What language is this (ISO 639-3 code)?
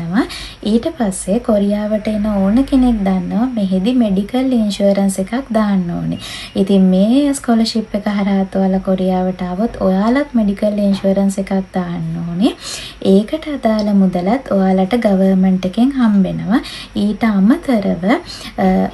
sin